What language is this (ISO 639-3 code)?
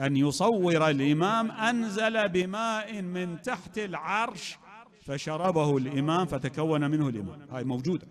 acm